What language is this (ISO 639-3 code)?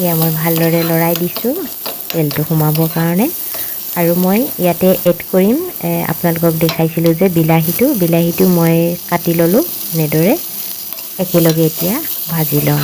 asm